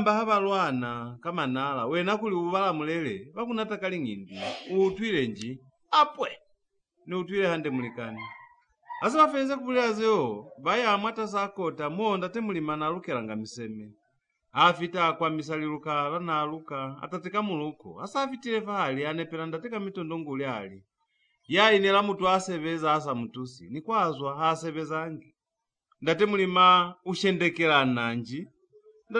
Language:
Lozi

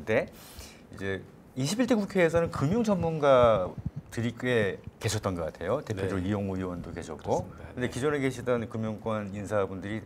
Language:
Korean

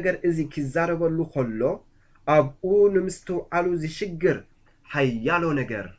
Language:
Tigrinya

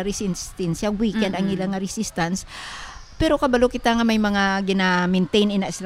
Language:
Hiligaynon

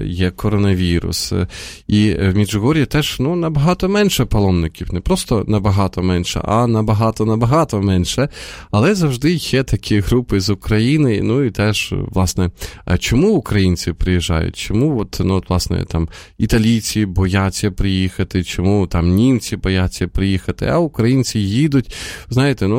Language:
Ukrainian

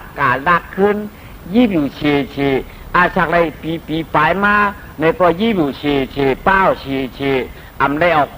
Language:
Shan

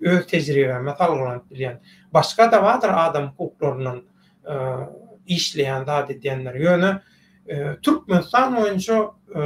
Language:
Turkmen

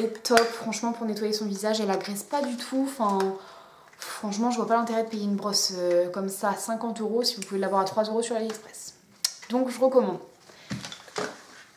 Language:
French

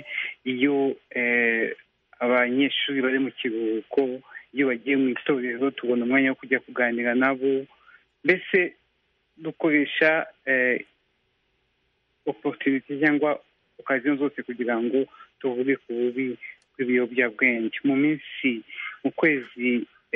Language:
Kinyarwanda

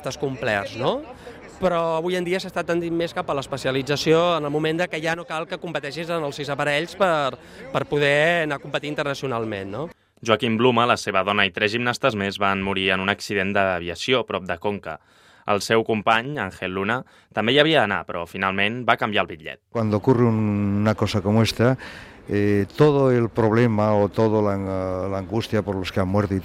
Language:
Catalan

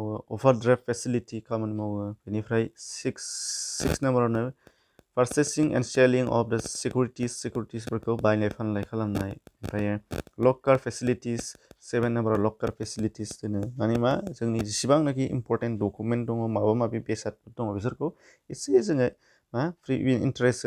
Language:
Bodo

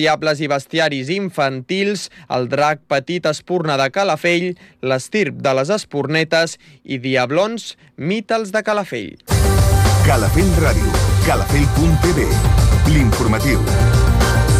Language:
Catalan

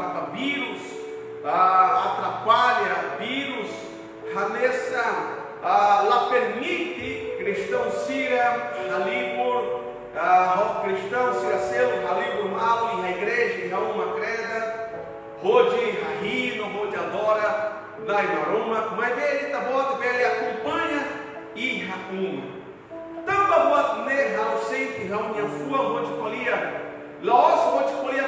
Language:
Tetum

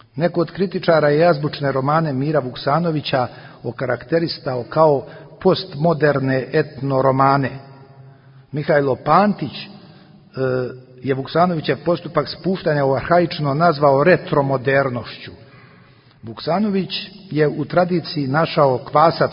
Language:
Serbian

